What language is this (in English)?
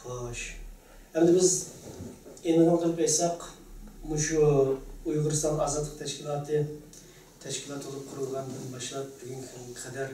Uyghur